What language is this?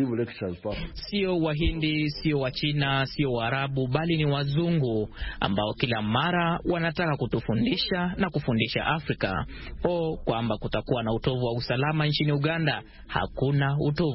Swahili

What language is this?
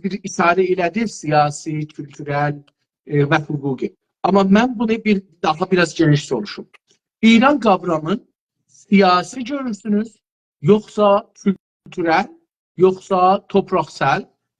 South Azerbaijani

